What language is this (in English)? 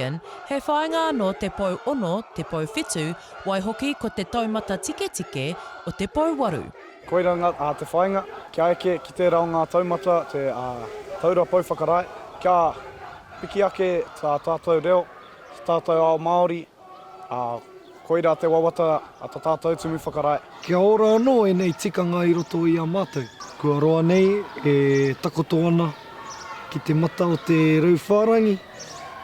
Māori